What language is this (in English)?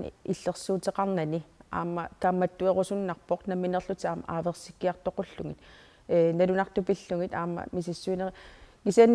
Kalaallisut